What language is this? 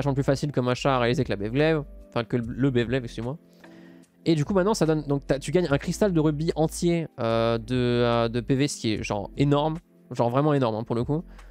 French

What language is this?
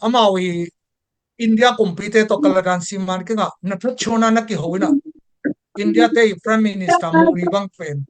Tedim Chin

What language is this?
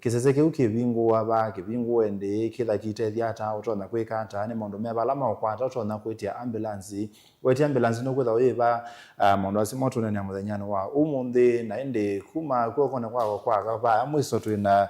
Kamba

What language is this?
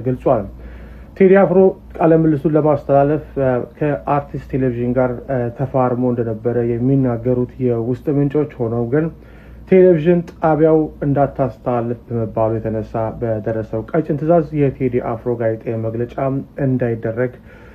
Amharic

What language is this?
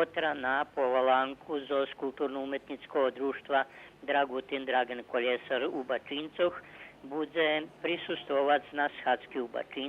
Rusyn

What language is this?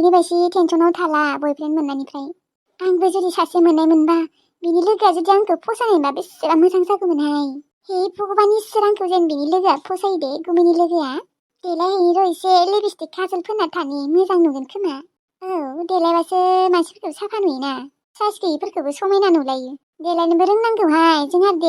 Bodo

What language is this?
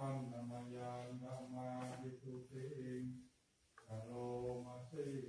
Pali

